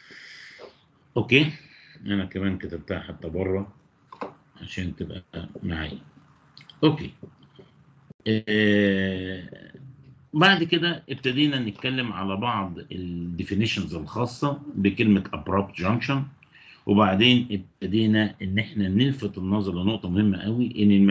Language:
Egyptian Arabic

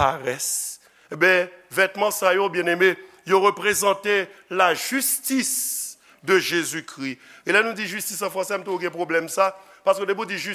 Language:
Haitian Creole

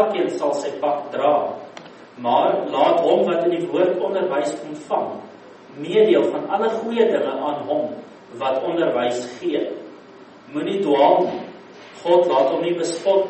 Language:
Afrikaans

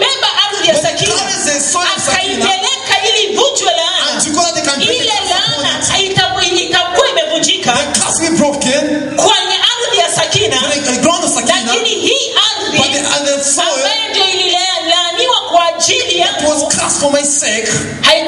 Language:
Swahili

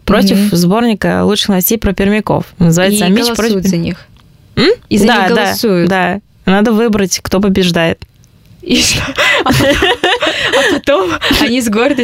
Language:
Russian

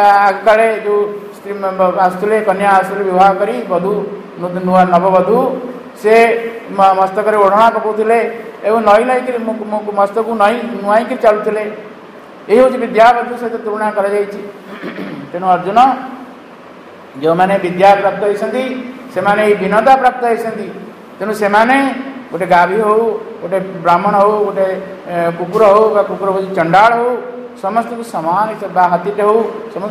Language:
Odia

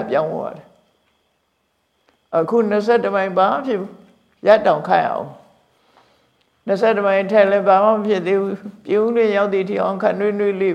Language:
Burmese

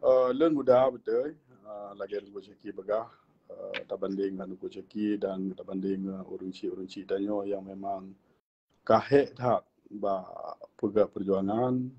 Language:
Achinese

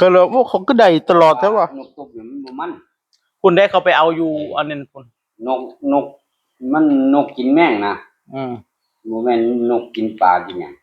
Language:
Northeastern Thai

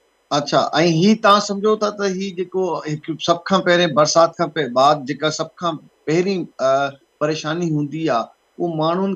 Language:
Sindhi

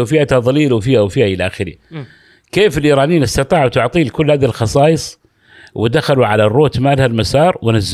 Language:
Gulf Arabic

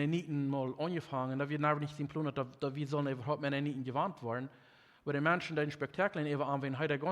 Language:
Plautdietsch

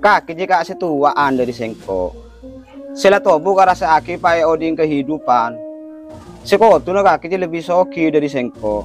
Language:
Madurese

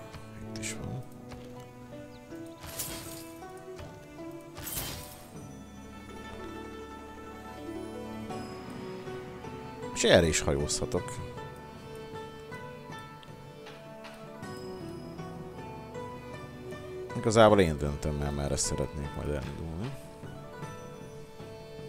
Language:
Hungarian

